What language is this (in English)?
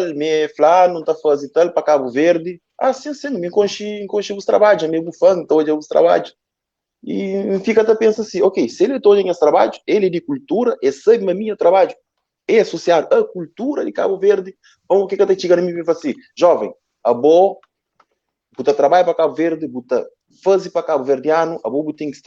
Kabuverdianu